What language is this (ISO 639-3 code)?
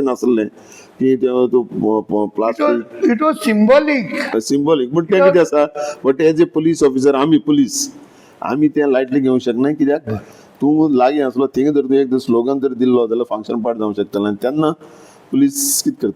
kok